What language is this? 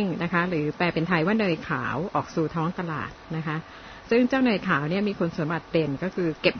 Thai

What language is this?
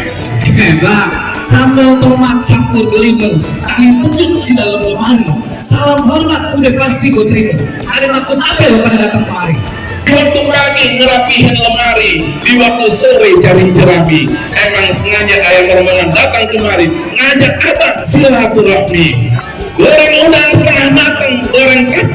Betawi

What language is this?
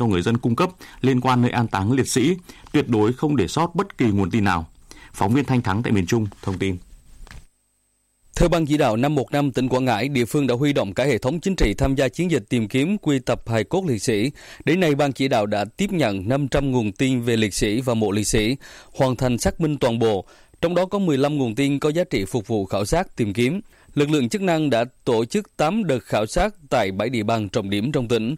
Vietnamese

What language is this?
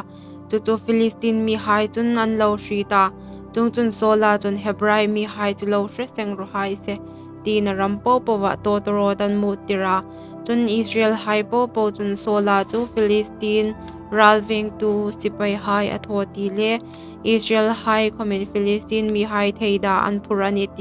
Hmar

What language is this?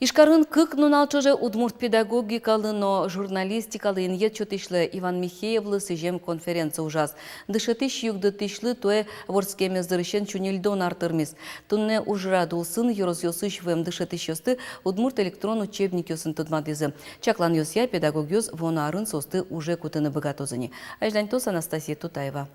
Udmurt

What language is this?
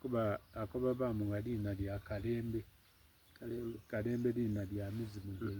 Soga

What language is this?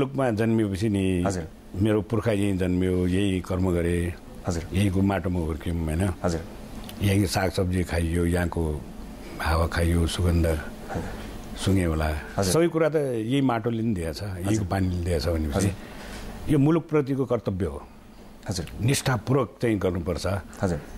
Nepali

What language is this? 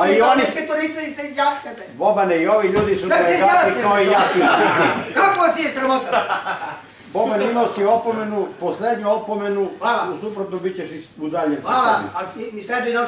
Serbian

